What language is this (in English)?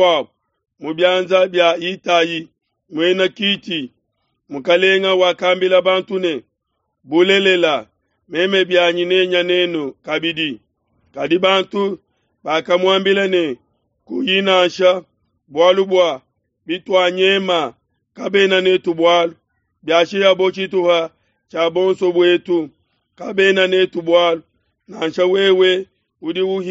Luba-Lulua